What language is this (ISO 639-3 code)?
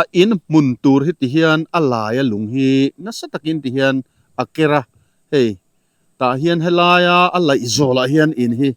lus